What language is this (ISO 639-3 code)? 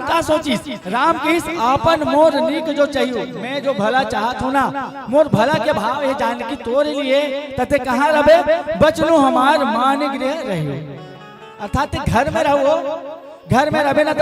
hne